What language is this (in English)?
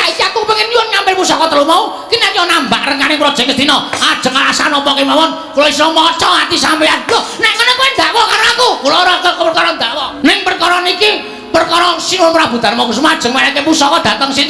Javanese